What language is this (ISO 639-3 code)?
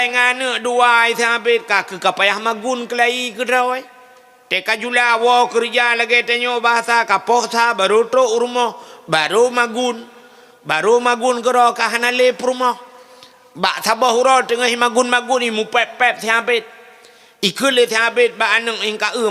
ace